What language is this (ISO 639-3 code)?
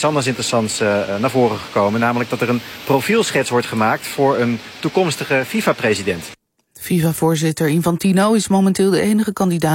nld